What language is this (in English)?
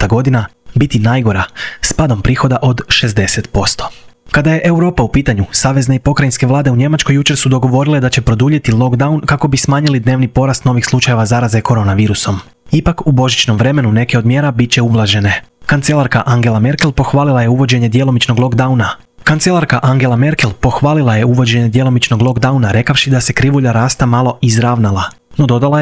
Croatian